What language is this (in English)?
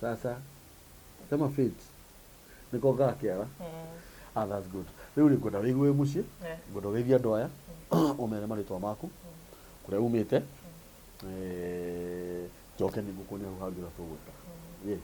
Kikuyu